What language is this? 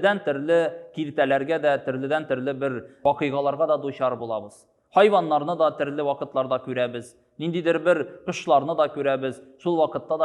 Tatar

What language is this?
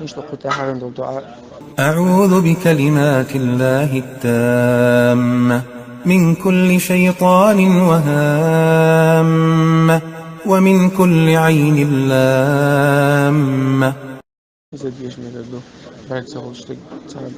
Chechen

